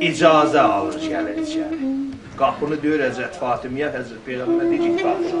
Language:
South Azerbaijani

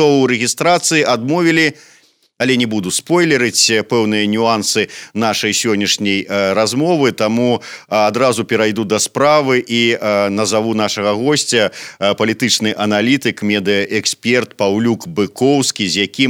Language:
Belarusian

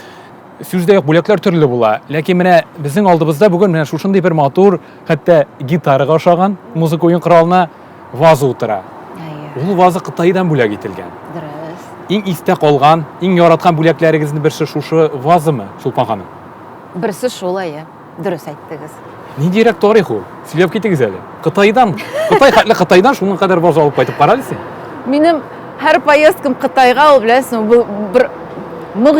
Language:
Tatar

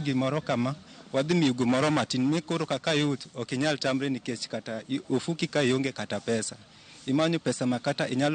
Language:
Luo (Kenya and Tanzania)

